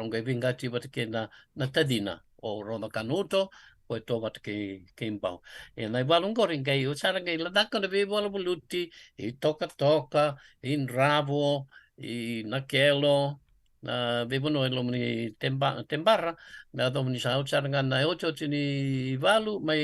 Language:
Fijian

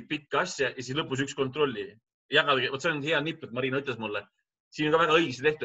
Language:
Estonian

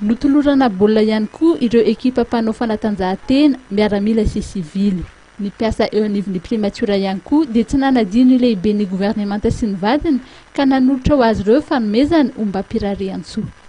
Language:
Malagasy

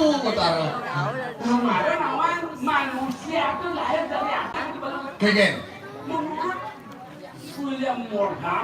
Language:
Balinese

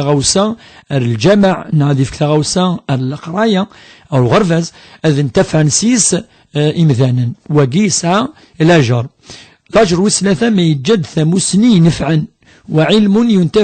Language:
Kabyle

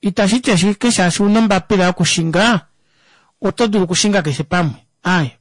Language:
Kuanyama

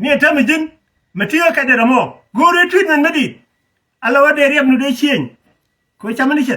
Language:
Nuer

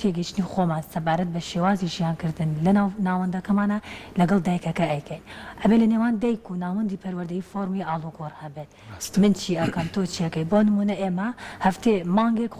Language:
Central Kurdish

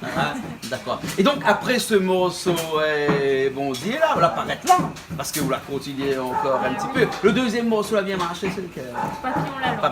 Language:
Réunion Creole French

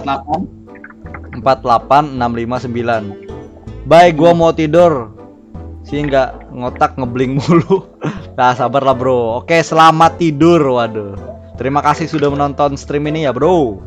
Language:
Banjar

